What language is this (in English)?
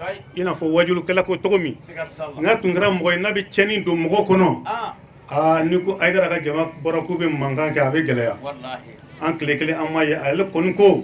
Bambara